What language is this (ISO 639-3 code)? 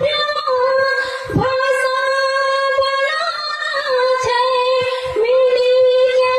anp